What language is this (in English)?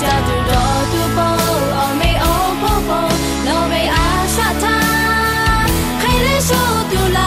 Lahu